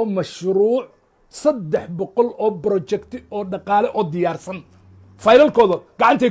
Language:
Somali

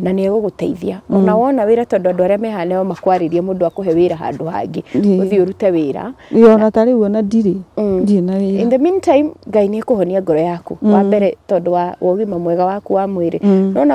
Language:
Kikuyu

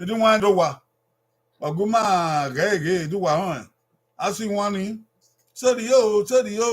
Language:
Bini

